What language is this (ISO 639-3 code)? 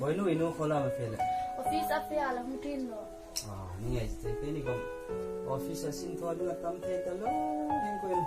hmr